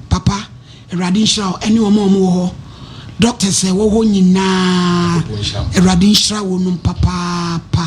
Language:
Akan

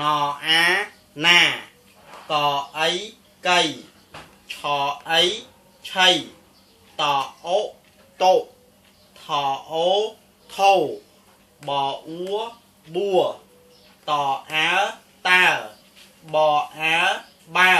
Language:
Khmer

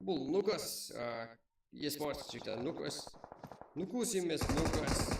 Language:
Kara-Kalpak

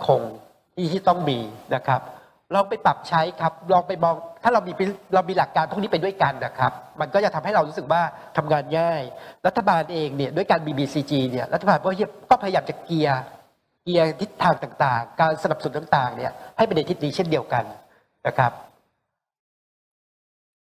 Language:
Thai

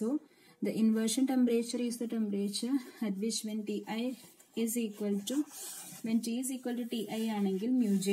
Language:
Malayalam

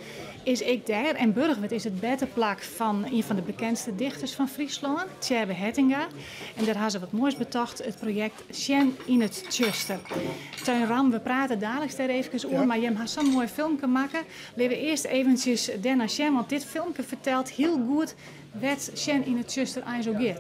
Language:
Western Frisian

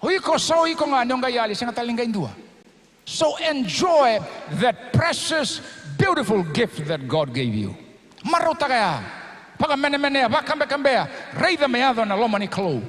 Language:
Fijian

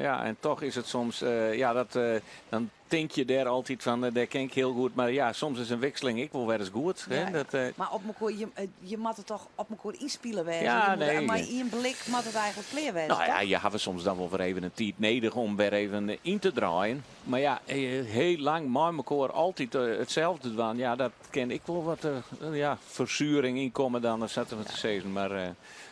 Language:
Western Frisian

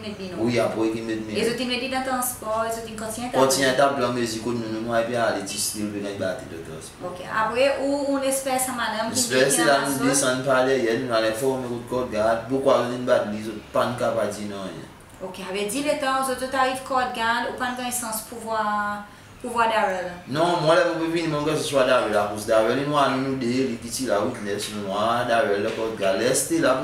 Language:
Seselwa Creole French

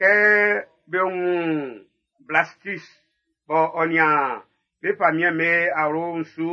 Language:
Baoulé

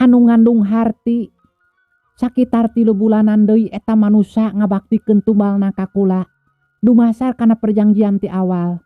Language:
Sundanese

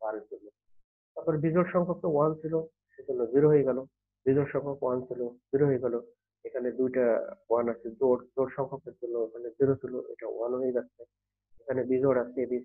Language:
Bangla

